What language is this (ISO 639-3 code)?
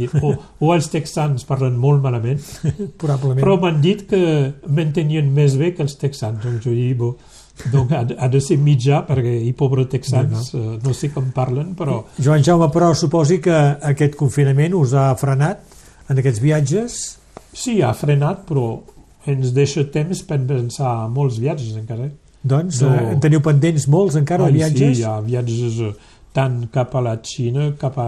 cat